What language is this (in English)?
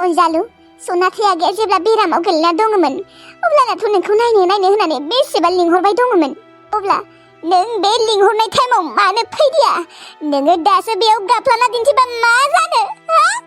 Bodo